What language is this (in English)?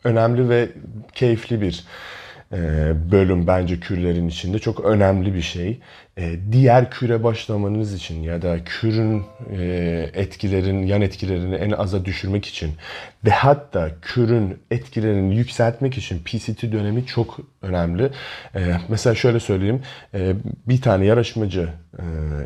Turkish